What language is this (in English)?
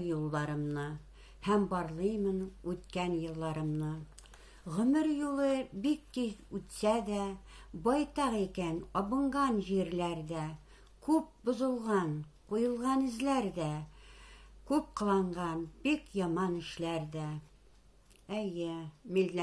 Tatar